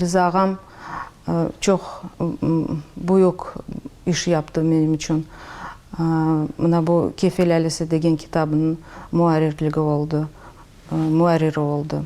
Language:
Crimean Tatar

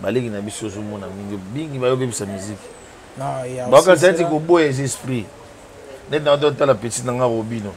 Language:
Lingala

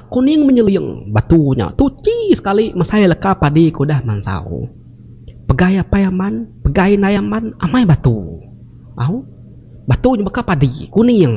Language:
Iban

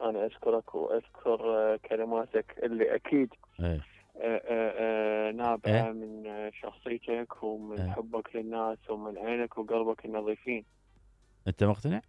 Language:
Mesopotamian Arabic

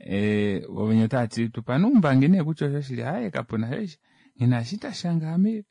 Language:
Kuanyama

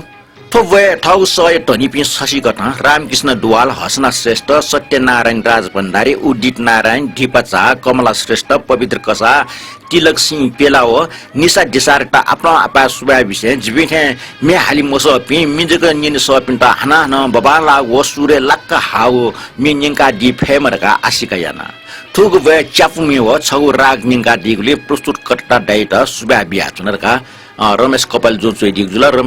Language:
Newari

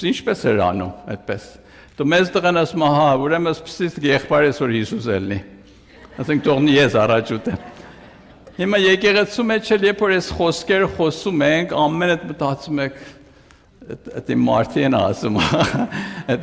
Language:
Armenian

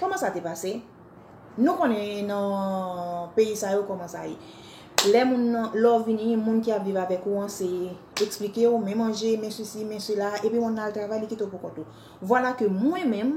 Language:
Haitian Creole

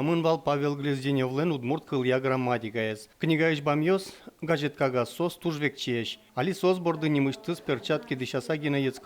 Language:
Udmurt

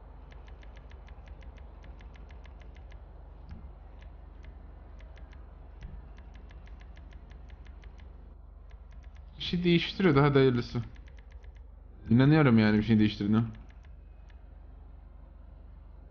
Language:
Turkish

